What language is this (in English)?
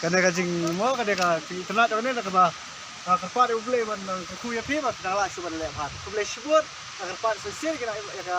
Khasi